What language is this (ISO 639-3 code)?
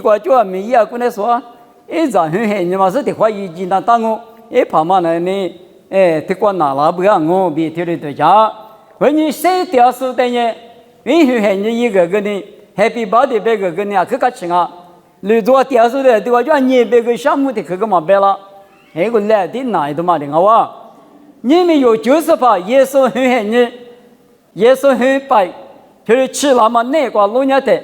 lis